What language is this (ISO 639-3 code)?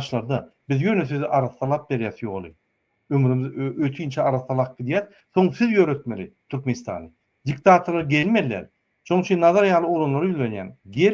tuk